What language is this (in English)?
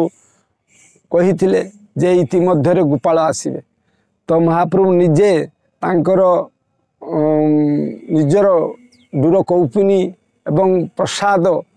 Odia